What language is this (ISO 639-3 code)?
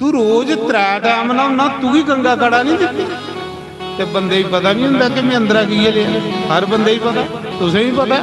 doi